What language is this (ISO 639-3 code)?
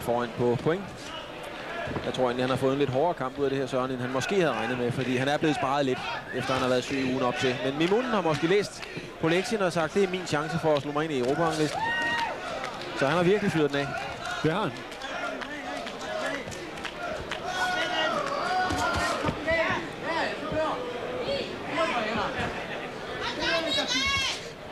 dan